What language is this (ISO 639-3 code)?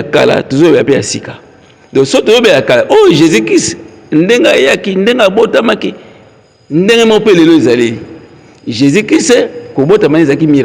lin